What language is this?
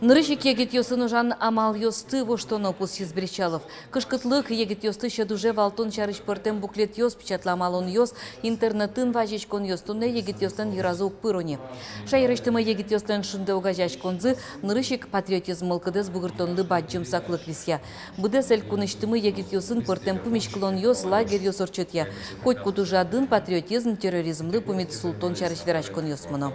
Udmurt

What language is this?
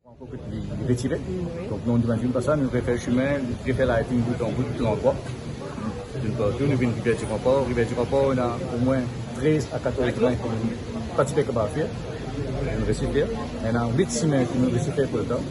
Morisyen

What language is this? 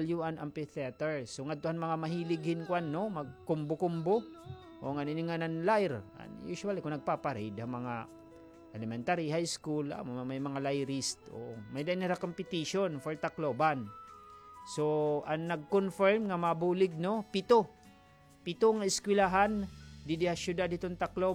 Waray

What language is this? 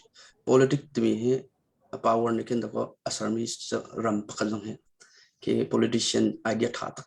Hakha Chin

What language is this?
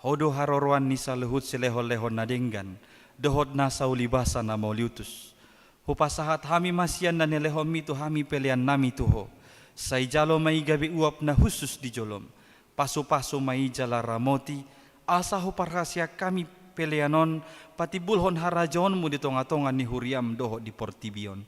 Batak Toba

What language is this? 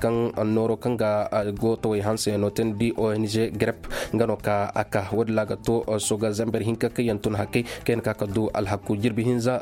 Koyraboro Senni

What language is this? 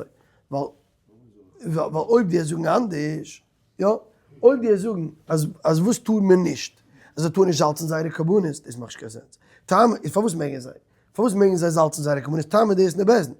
Yiddish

